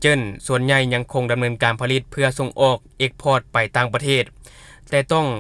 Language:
Lao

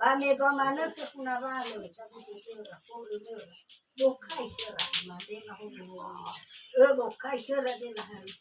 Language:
Nias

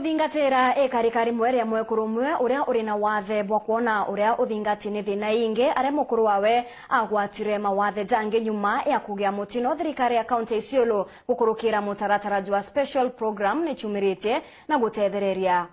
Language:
Meru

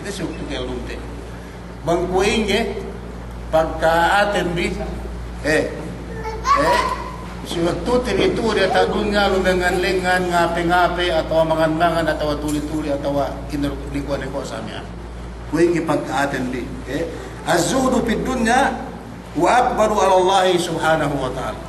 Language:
Yakan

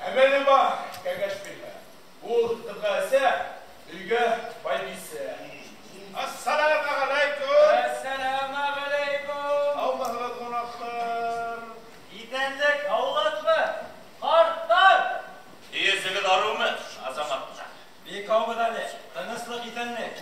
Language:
Bashkir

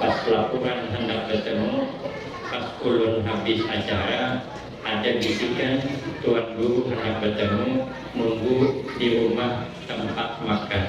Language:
Banjar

